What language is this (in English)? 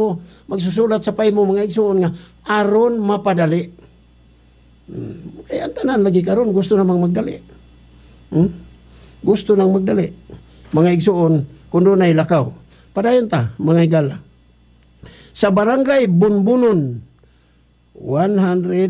Cebuano